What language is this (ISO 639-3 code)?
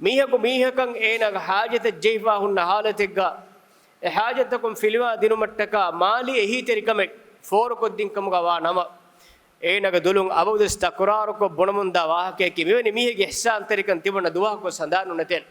div